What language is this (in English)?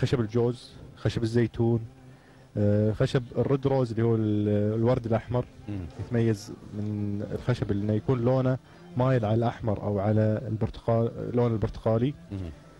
Gulf Arabic